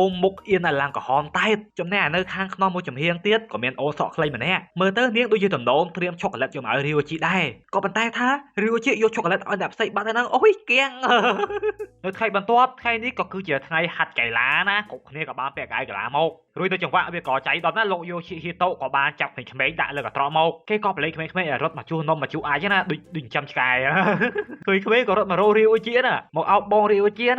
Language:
Khmer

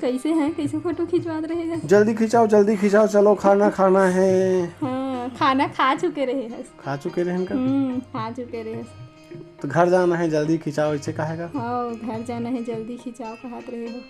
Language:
Chhattisgarhi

